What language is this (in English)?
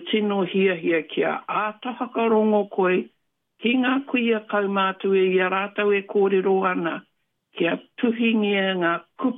Māori